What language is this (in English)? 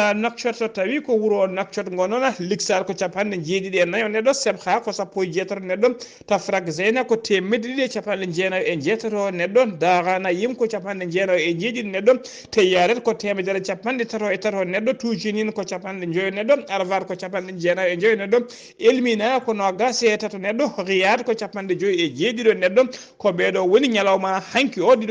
Fula